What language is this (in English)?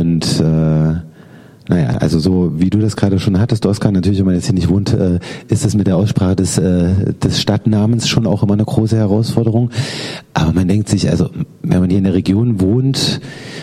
German